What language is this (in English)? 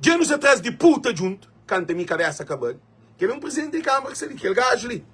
Kabuverdianu